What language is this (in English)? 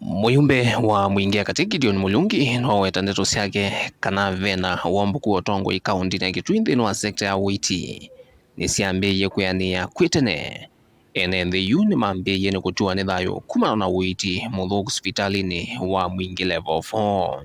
Kamba